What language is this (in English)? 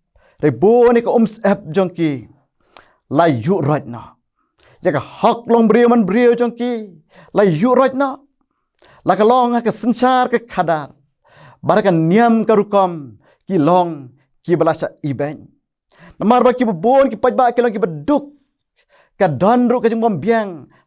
Khasi